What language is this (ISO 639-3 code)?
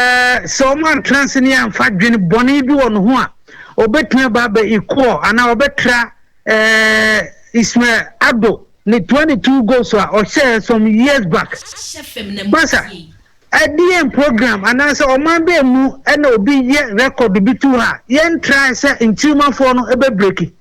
aka